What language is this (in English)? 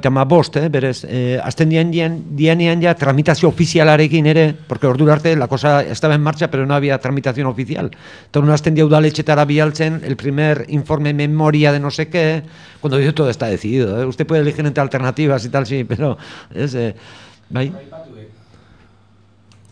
Basque